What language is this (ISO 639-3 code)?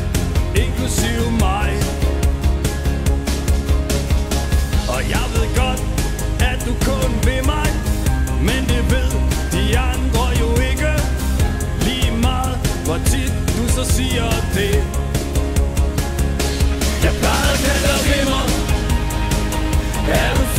dan